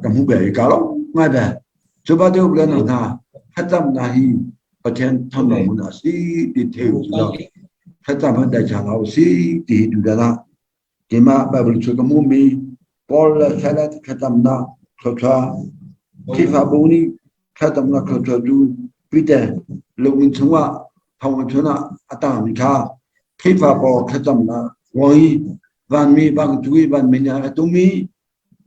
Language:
Hakha Chin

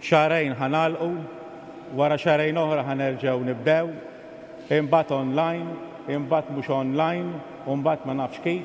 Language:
Maltese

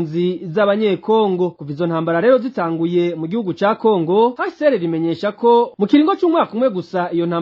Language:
Rundi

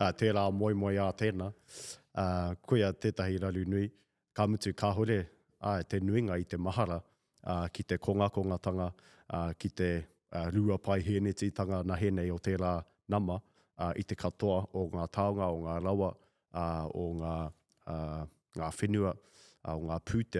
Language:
Māori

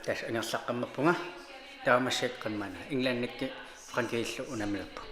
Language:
Kalaallisut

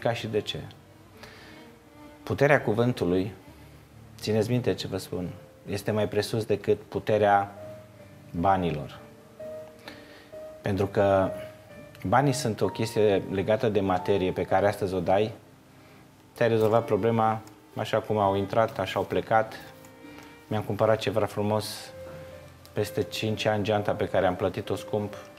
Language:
Romanian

